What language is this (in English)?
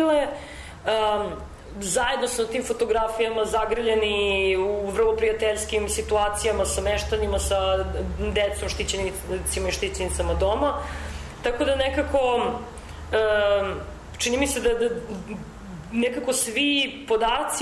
Serbian